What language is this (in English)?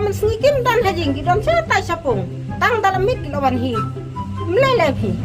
Khasi